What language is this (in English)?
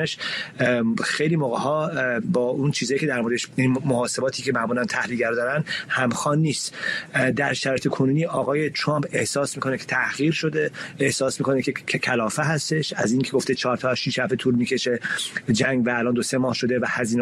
Persian